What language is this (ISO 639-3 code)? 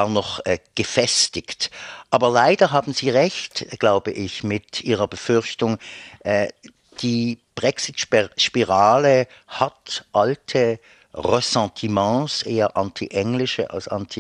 deu